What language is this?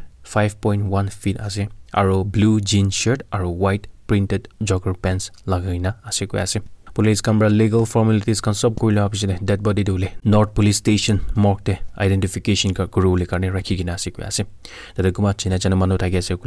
Naga Pidgin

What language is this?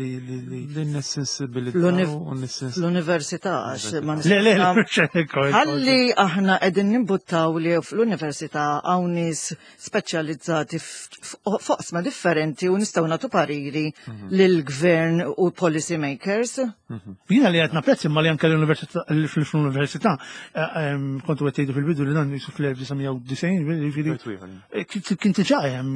Maltese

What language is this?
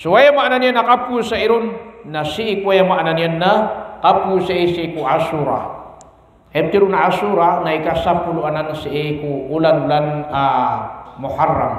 Maranao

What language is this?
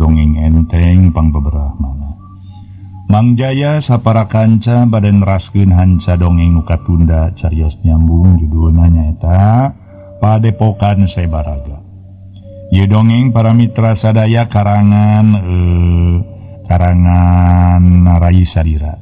Sundanese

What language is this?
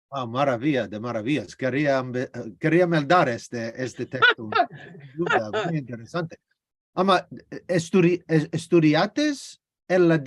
Ladino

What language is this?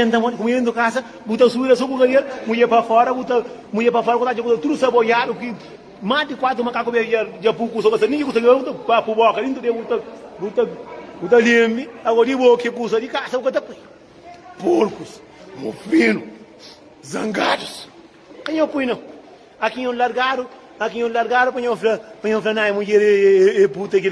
Kabuverdianu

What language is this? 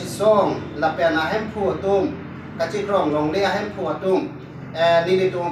Karbi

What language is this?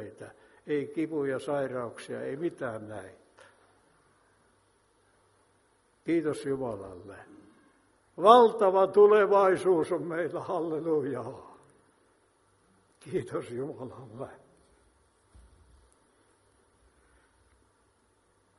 Finnish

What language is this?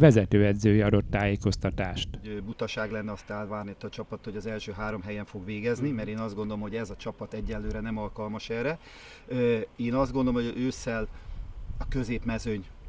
Hungarian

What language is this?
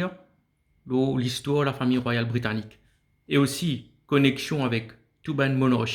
Morisyen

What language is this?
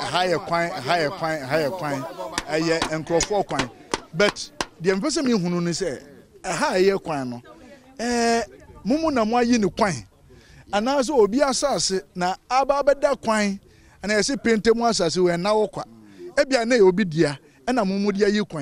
Akan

